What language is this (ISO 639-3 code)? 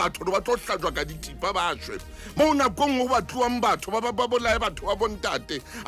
sot